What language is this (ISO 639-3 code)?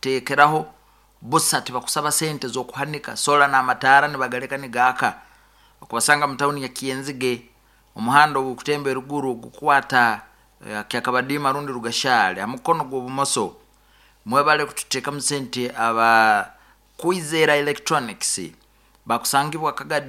nyo